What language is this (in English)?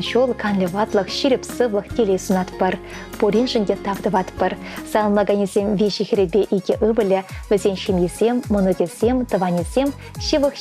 Chuvash